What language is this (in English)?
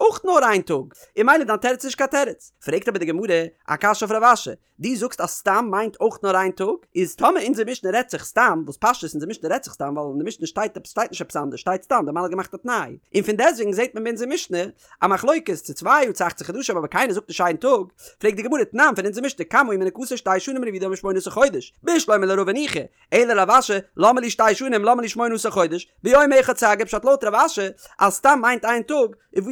Yiddish